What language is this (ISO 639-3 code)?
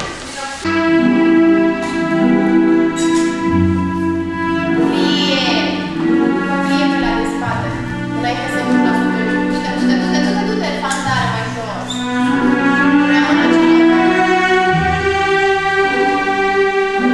ron